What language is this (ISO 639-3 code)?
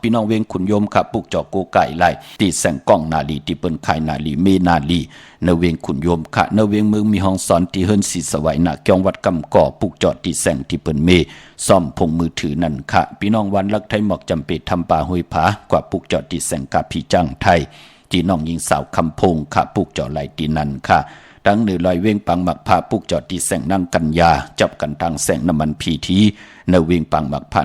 shn